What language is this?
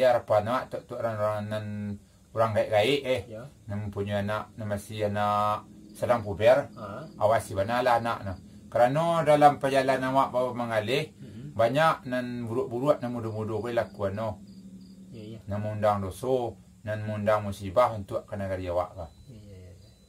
Minangkabau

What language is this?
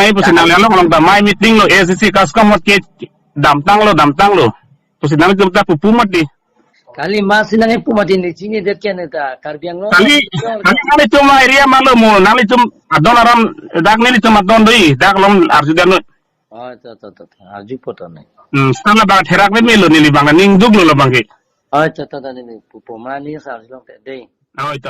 Karbi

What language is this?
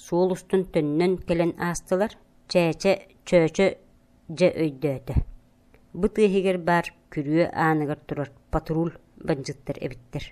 Yakut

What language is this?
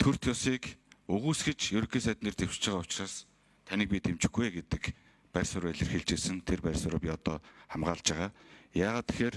Mongolian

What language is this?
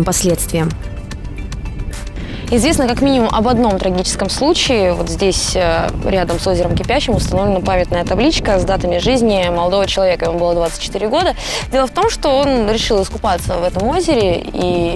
Russian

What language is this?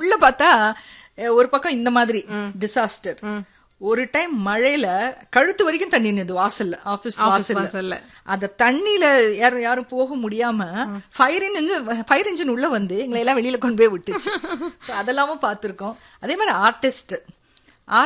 Tamil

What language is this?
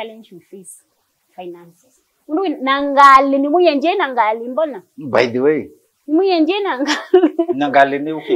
Kamba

